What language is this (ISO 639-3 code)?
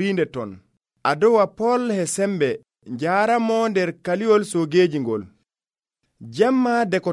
fuv